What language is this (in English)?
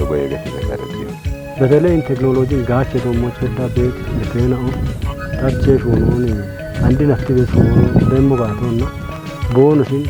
Kafa